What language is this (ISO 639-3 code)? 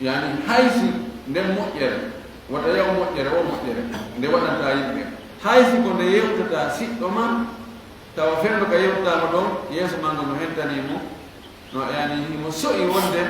ful